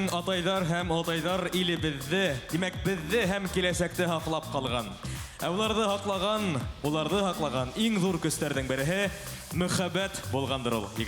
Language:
Bashkir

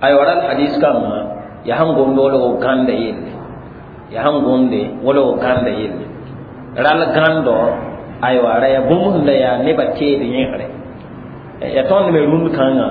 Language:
Mossi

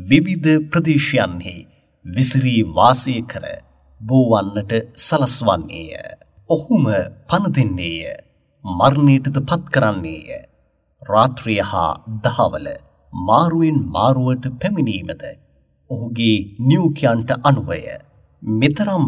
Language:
Sinhala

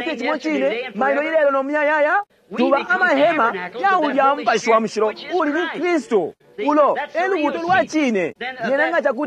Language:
Bemba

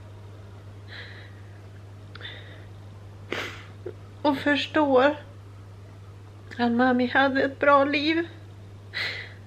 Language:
Swedish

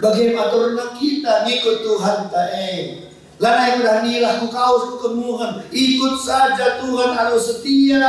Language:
Batak Karo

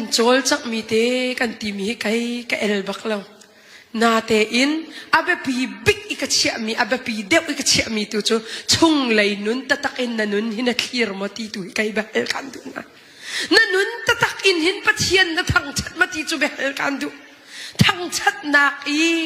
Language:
Hakha Chin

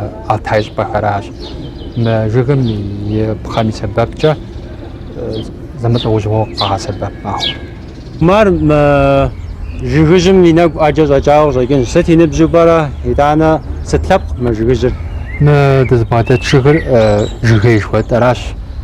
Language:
Kabardian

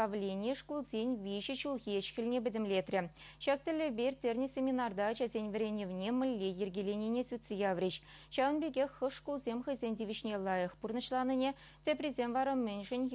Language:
Chuvash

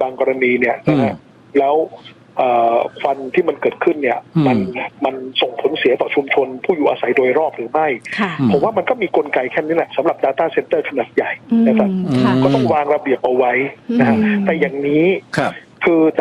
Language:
Thai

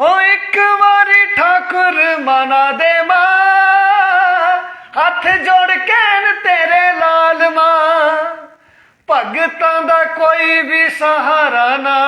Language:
Dogri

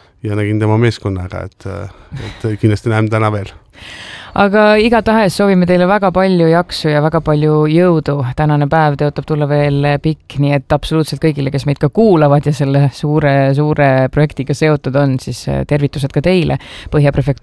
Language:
Estonian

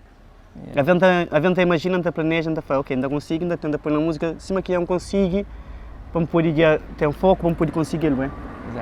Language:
Kabuverdianu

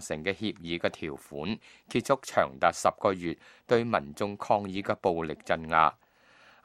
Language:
Cantonese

